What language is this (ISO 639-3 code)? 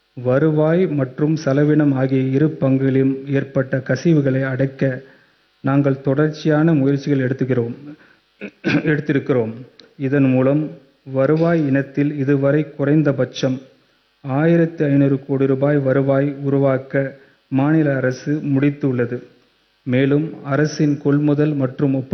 tam